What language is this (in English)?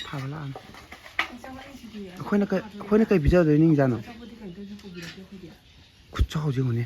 Manipuri